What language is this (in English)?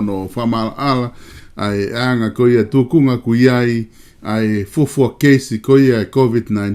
Tongan